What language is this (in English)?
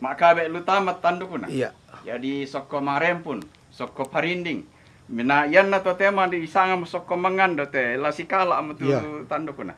Toraja-Sa'dan